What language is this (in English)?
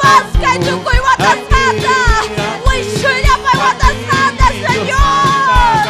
Ayacucho Quechua